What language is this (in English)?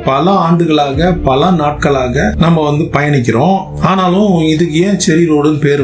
Tamil